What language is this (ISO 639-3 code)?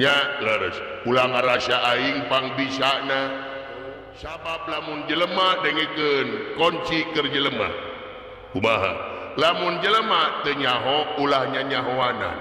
sun